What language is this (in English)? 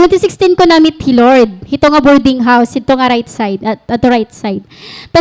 Waray